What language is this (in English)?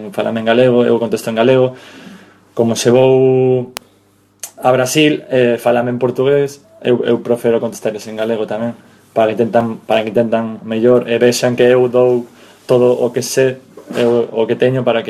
Galician